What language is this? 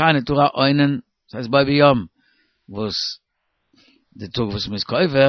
Yiddish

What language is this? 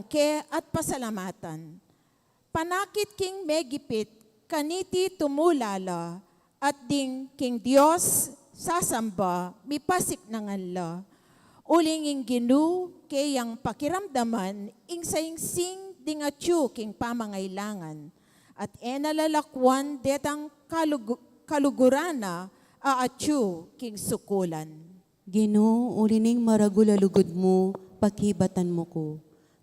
Pampanga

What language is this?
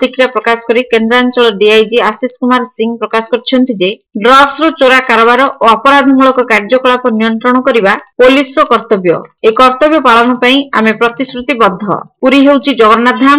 Odia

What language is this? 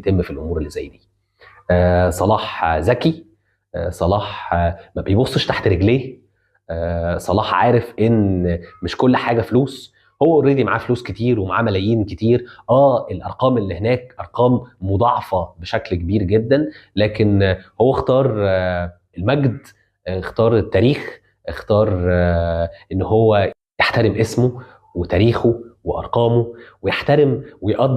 Egyptian Arabic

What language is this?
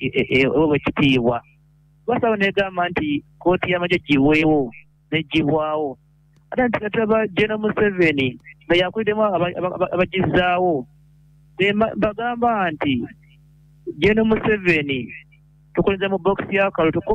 Ganda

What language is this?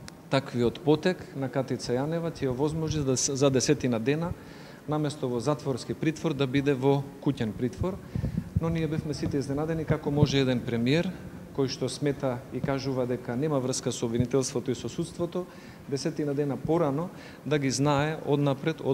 Macedonian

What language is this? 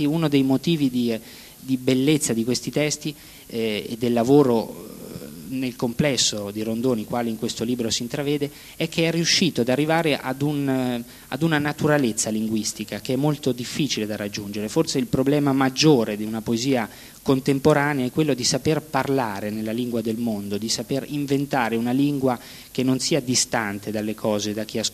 Italian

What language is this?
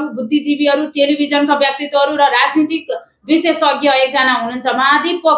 Nepali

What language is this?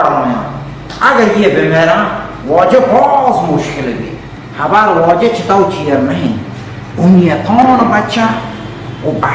Baluchi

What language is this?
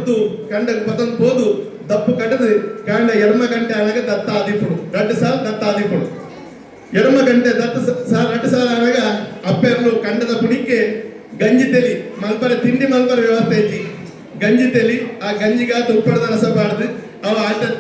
Tulu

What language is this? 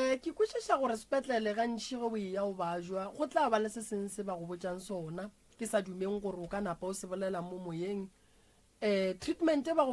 Northern Sotho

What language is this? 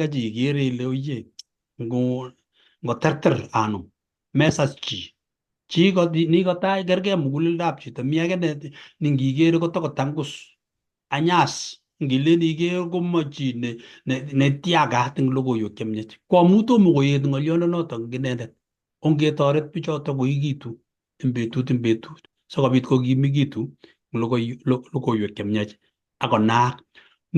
Kalenjin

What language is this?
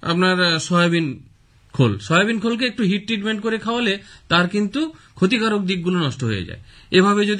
Bangla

